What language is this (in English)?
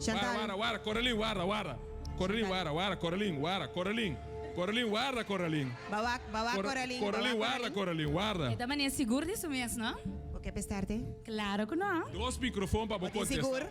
Papiamento